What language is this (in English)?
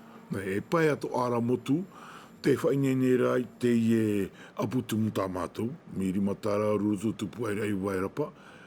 Tahitian